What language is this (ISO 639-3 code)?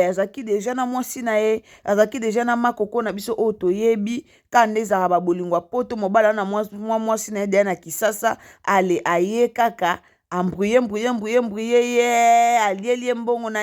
lin